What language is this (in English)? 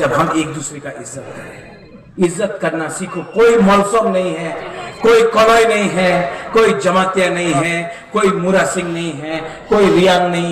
Riang (India)